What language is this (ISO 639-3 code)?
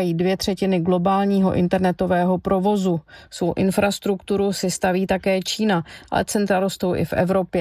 ces